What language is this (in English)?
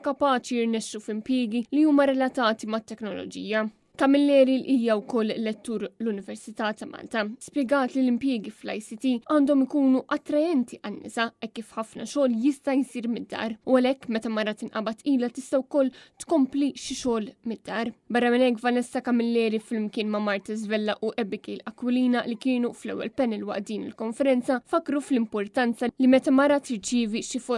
Maltese